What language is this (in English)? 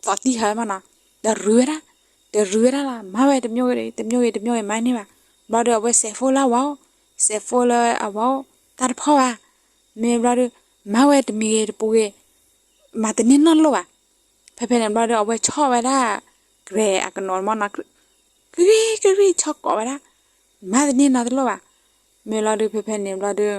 S'gaw Karen